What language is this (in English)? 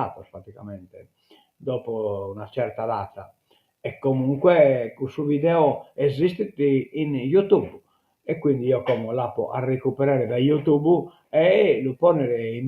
Sardinian